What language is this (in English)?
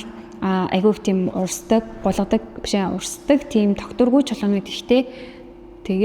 Mongolian